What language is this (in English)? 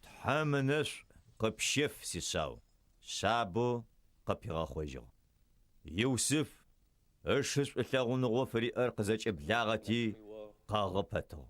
Adyghe